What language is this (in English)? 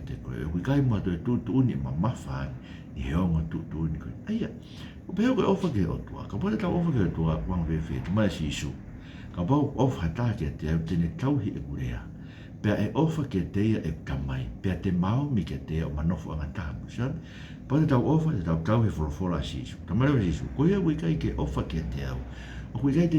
Tongan